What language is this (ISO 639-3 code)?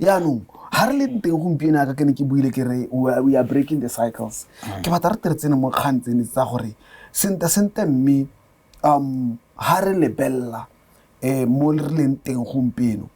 tsn